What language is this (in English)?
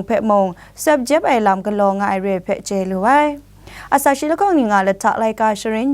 Kachin